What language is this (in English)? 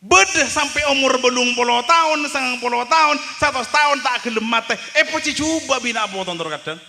Madurese